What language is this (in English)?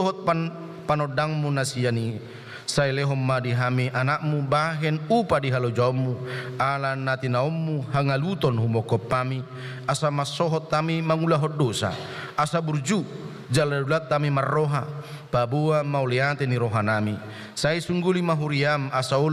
Batak Toba